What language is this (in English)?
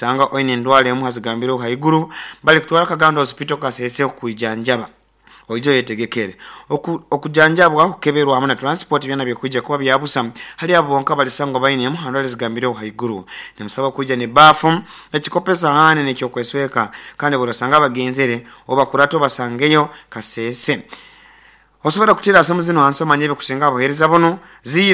Nyoro